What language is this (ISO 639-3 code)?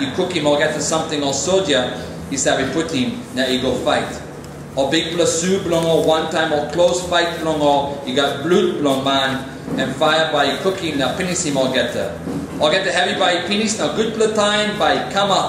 tpi